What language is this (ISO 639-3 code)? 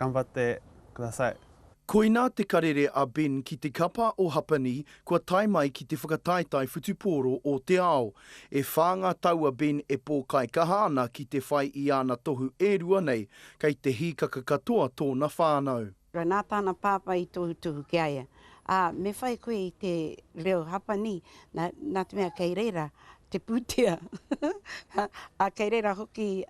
mri